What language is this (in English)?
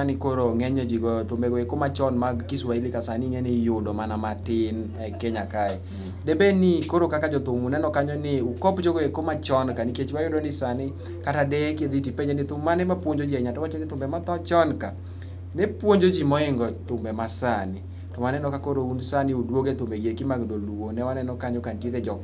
Luo (Kenya and Tanzania)